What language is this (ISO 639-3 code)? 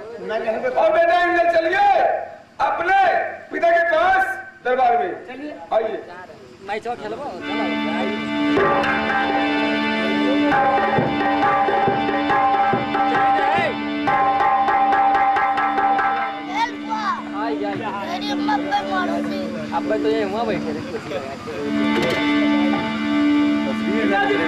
hin